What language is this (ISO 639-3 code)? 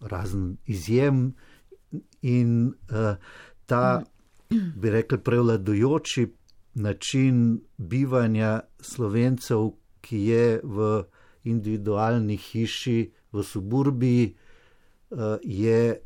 slv